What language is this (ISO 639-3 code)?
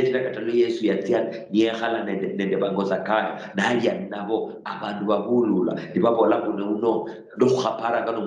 luy